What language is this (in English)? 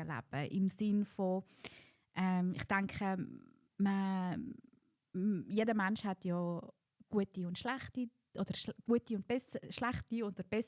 Swiss German